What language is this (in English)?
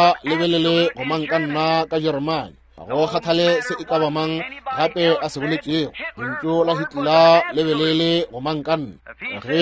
Northern Sotho